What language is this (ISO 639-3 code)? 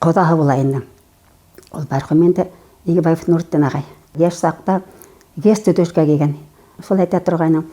bak